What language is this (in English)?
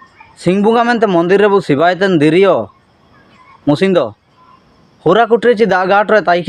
Ho